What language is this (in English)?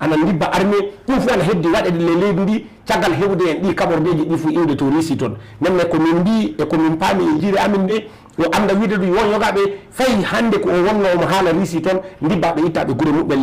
Fula